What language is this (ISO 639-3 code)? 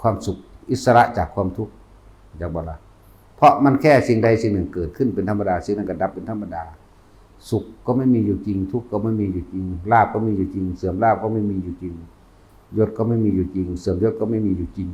tts